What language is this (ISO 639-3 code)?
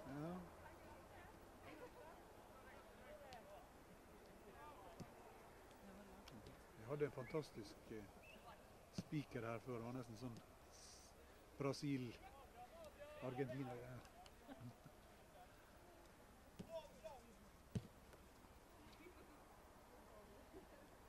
nor